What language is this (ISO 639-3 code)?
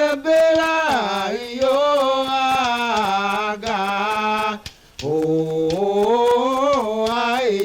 tiv